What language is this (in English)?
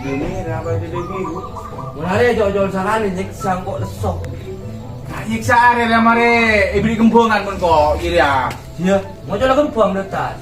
Madurese